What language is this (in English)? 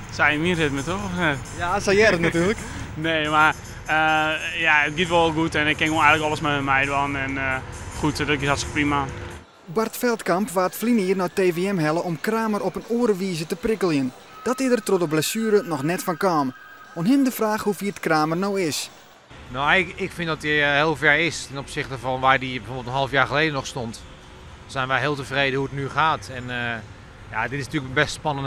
Western Frisian